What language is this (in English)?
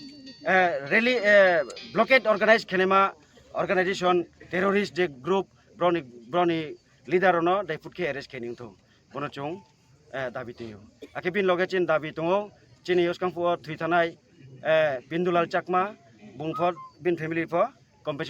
Riang (India)